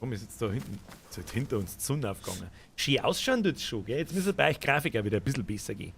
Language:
Bavarian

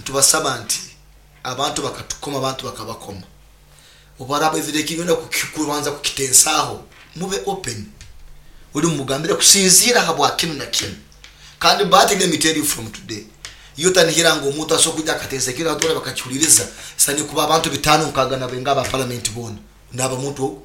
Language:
Nyoro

